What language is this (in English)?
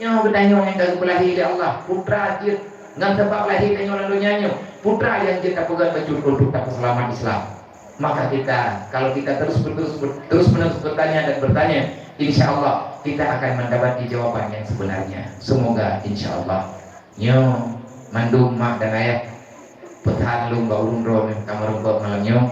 Achinese